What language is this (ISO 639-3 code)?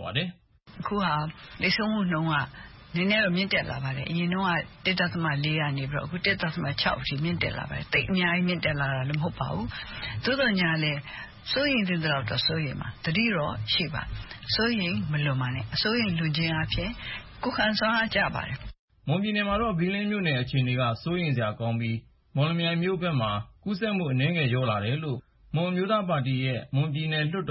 mya